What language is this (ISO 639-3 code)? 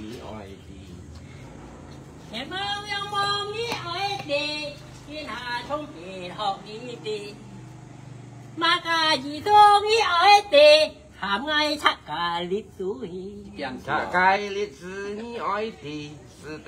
vie